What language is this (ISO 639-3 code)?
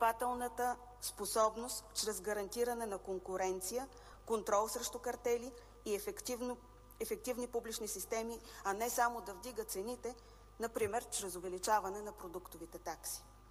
bul